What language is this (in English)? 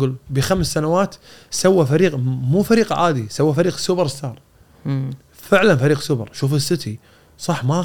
Gulf Arabic